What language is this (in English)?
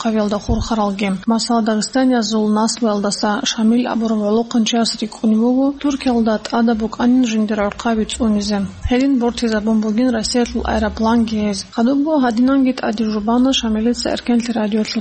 Avaric